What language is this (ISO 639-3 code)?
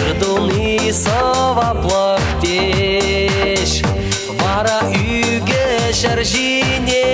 chv